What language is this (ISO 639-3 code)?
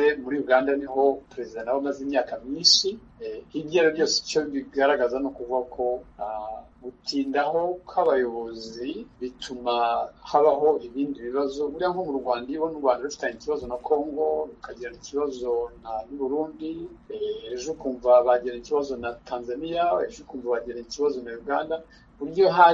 kin